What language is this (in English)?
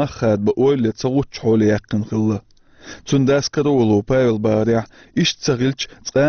Chechen